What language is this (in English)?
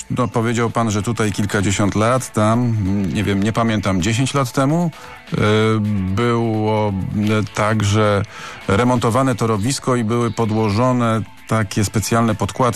Polish